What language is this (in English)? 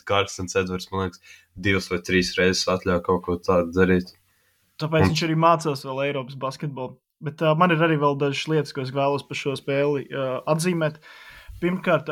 Latvian